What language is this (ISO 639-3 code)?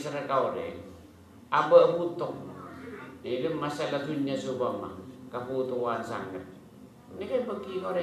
mad